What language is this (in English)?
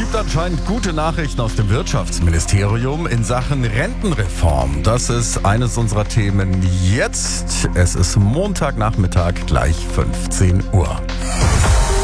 German